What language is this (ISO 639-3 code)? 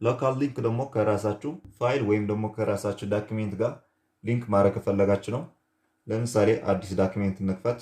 amh